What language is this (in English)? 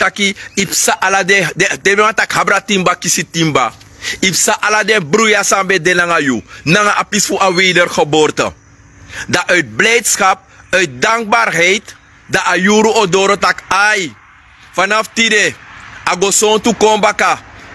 Sranan Tongo